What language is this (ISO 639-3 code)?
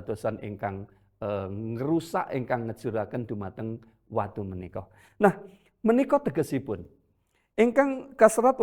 jav